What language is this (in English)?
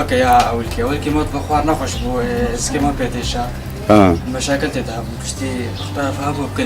Kurdish